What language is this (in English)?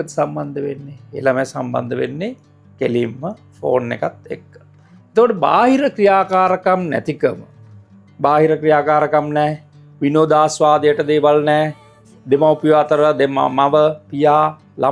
Sinhala